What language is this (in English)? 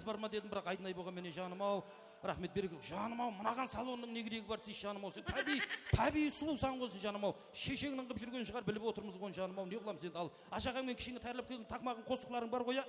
Kara-Kalpak